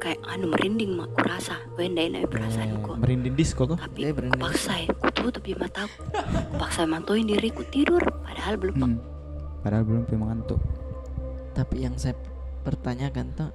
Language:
Makassar Malay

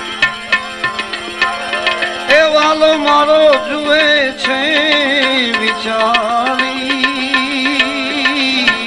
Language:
Gujarati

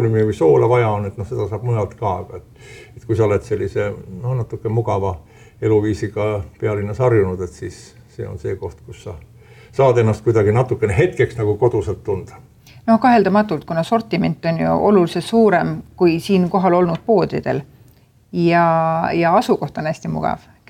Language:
Estonian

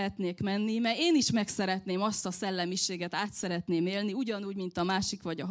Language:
Hungarian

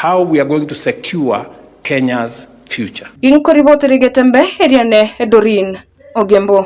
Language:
Gusii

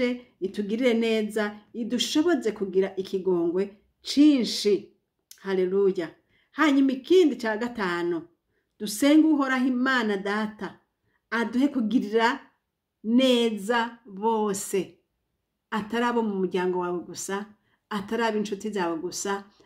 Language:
Rundi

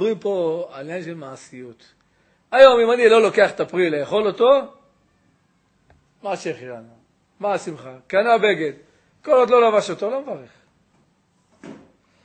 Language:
Hebrew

